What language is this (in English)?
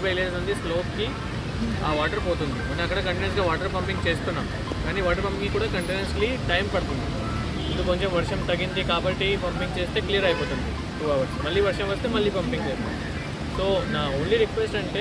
Telugu